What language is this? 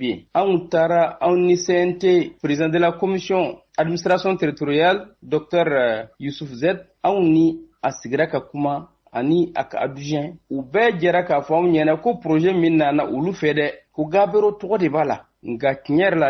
Bambara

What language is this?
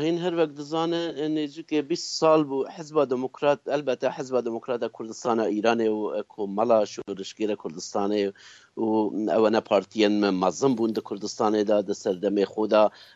Kurdish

